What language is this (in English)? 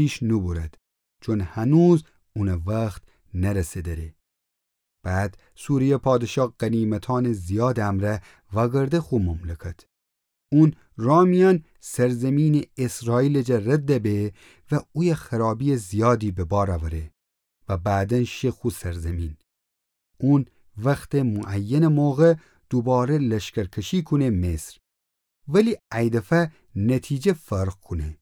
Gilaki